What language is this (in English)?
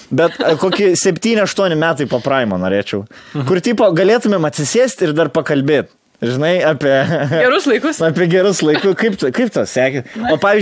Lithuanian